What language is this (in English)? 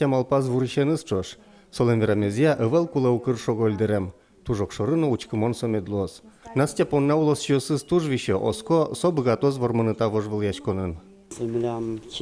Udmurt